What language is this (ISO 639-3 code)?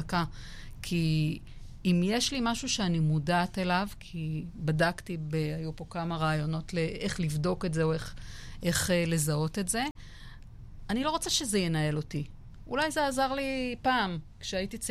heb